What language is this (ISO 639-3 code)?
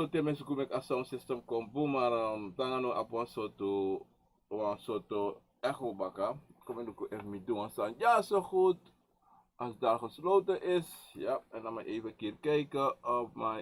srn